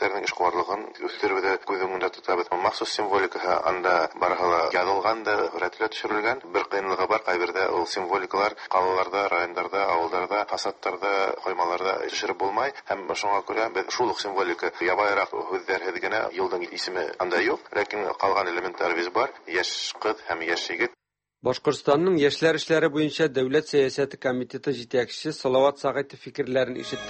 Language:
Tatar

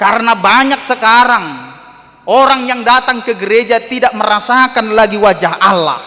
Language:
Batak Toba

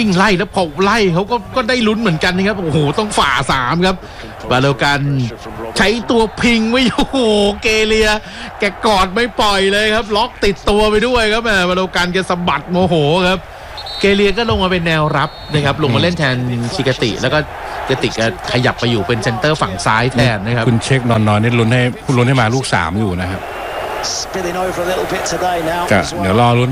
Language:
Thai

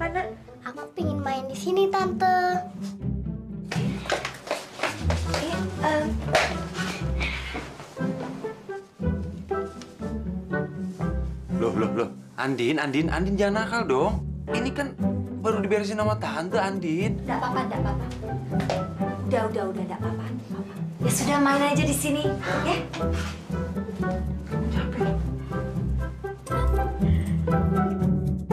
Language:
Indonesian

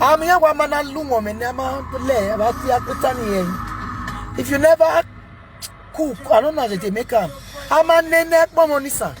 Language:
Nigerian Pidgin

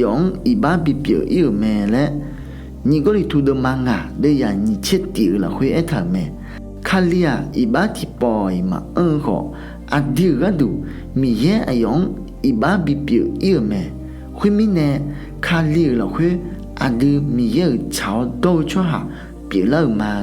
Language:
Akha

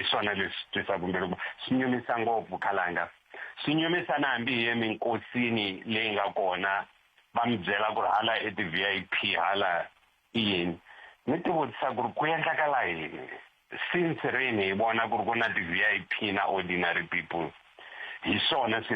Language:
Tsonga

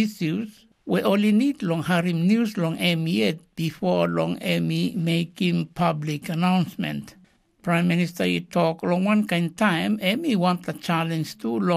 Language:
Tok Pisin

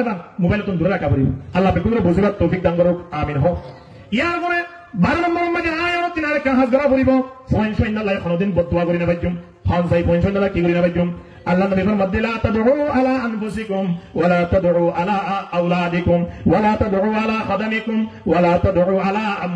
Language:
Rohingya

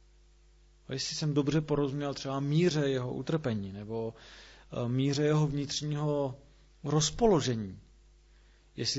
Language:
Czech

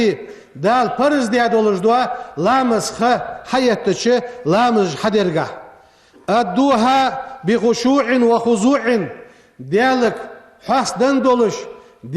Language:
Ingush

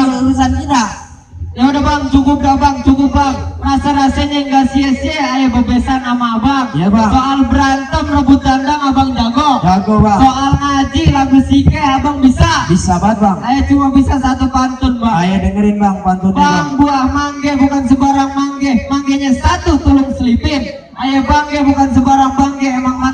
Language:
Betawi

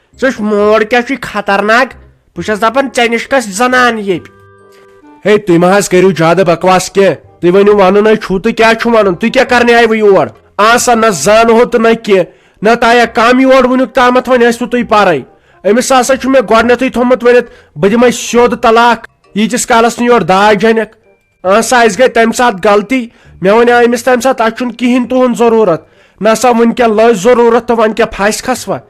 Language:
Kashmiri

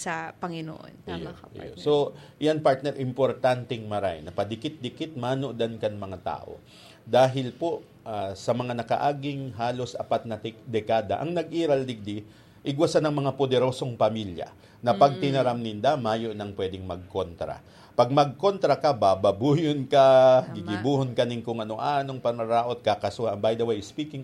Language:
Bikol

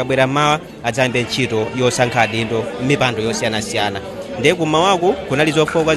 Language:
Nyanja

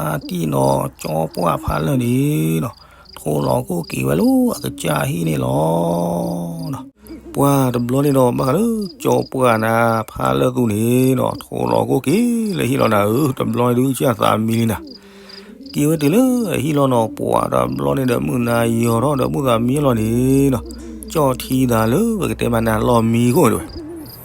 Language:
S'gaw Karen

